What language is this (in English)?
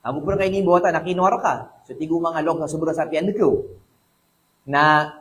Maranao